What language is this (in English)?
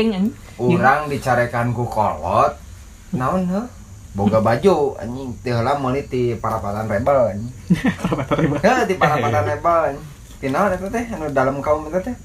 Sundanese